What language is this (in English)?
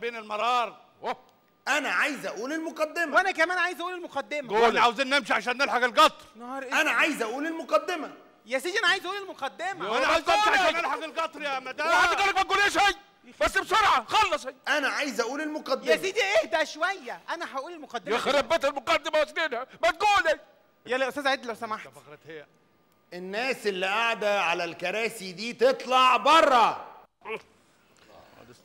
Egyptian Arabic